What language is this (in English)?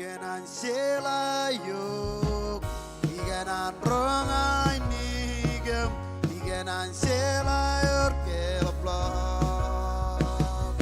Marshallese